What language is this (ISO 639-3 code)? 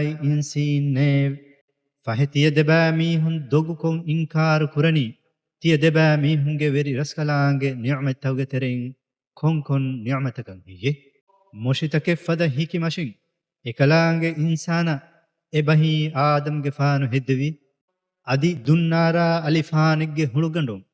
div